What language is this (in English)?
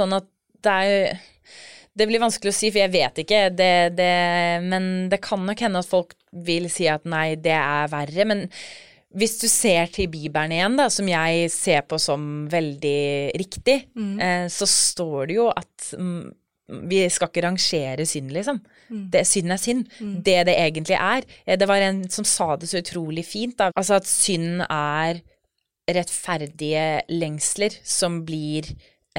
Norwegian